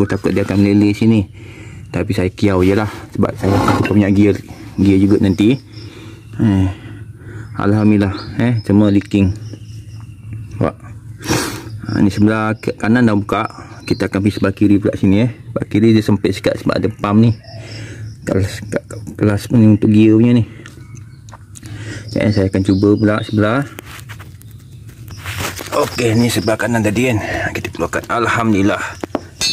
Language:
Malay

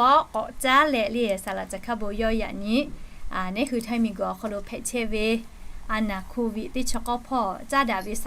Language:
Lahu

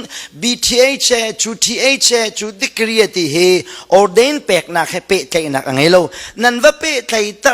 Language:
Hakha Chin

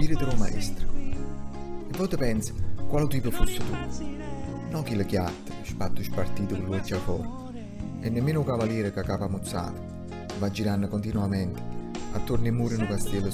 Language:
Neapolitan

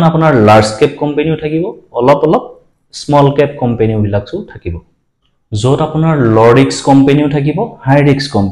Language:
Assamese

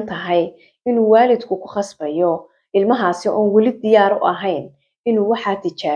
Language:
Somali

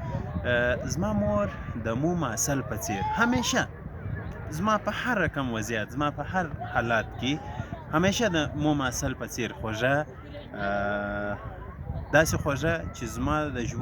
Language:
Pashto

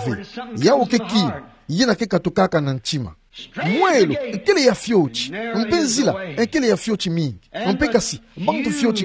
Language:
Kituba (Democratic Republic of Congo)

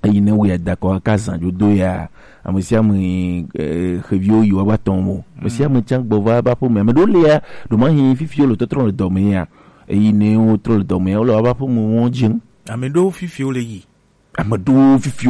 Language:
Gen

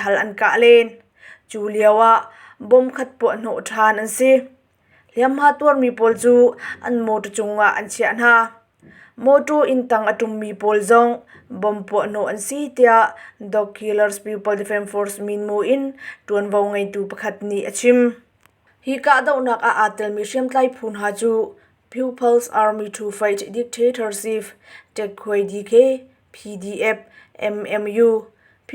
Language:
Hakha Chin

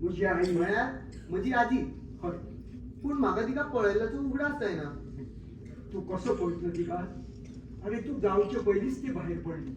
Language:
Konkani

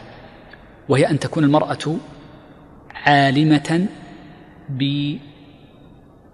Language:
Arabic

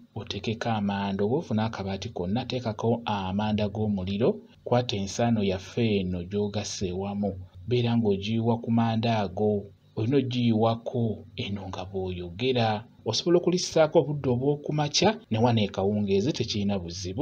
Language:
Ganda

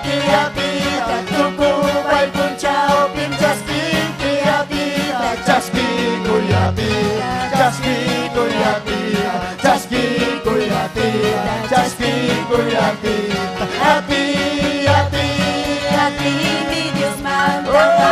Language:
Ayacucho Quechua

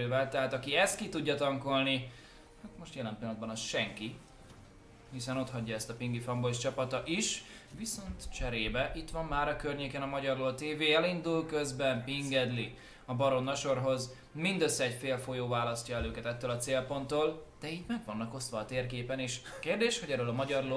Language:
Hungarian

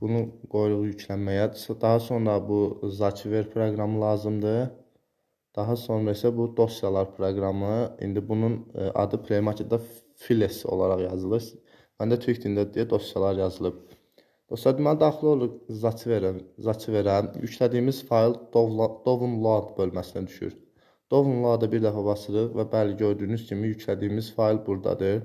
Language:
Azerbaijani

